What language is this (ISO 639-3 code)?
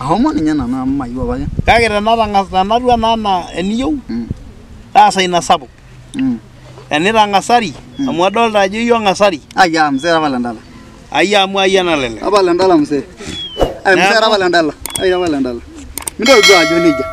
mas